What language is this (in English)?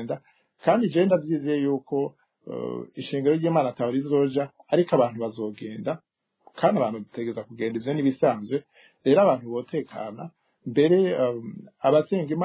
Rundi